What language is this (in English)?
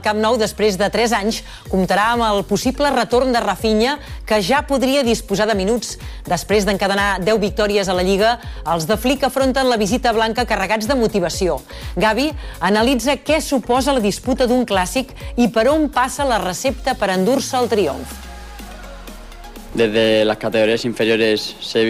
Catalan